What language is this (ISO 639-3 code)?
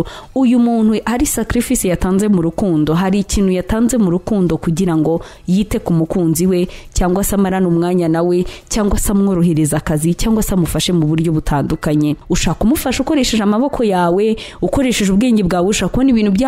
kin